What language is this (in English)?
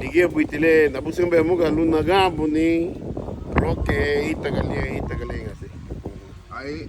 Garifuna